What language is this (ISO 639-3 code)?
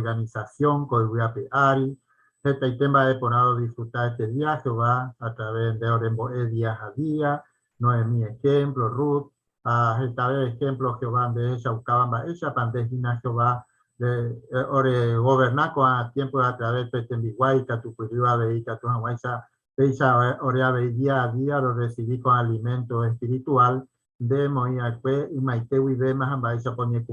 grn